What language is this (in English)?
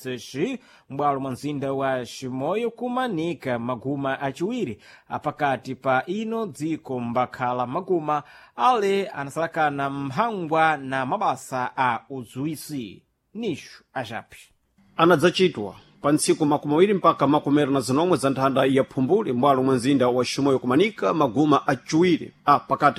Sena